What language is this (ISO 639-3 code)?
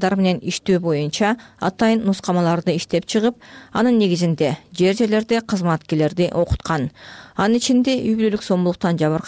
kir